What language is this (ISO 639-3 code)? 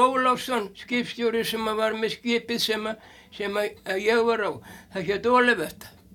isl